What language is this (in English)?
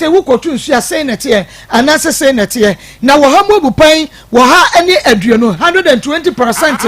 Akan